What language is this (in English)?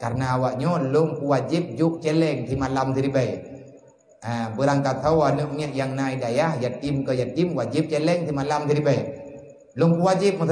Achinese